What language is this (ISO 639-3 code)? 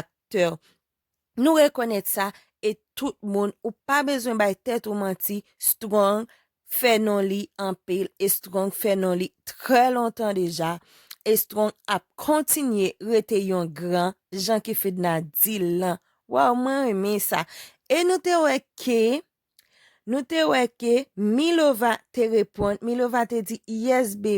hat